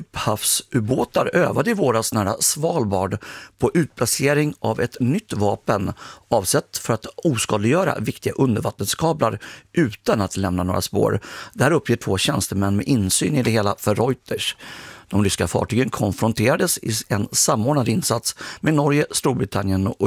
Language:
Swedish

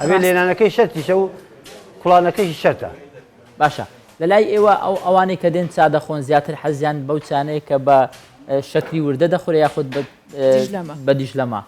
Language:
Central Kurdish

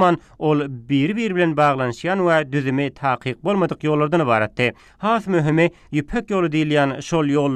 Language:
Turkmen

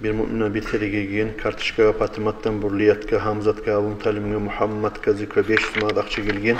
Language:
Kumyk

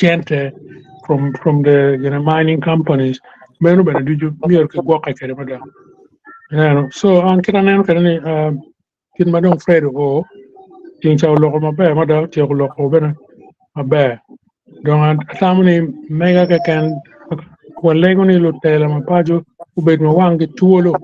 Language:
Acoli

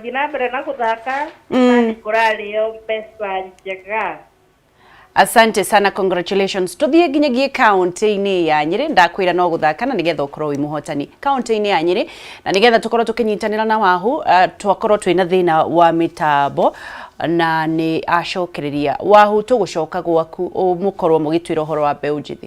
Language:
Kikuyu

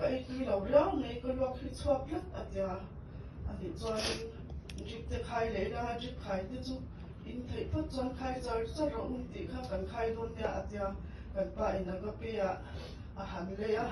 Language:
Mizo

